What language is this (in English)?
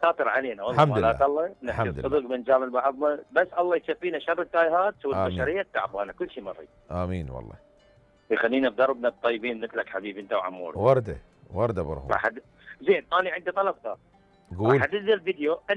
Mesopotamian Arabic